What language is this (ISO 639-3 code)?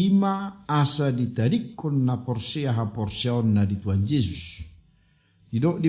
bbc